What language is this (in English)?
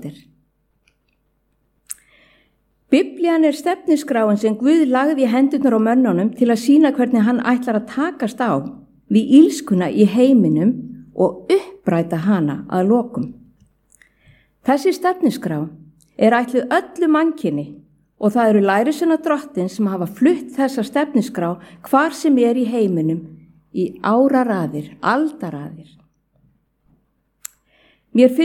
Icelandic